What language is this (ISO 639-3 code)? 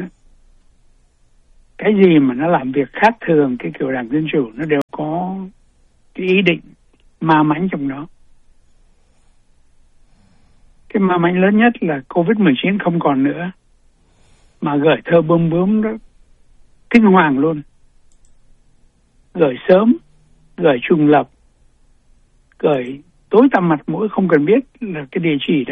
vie